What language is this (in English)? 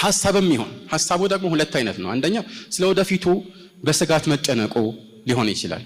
Amharic